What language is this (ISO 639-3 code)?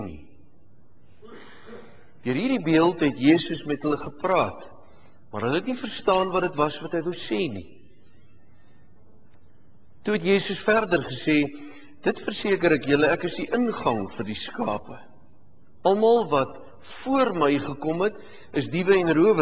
afr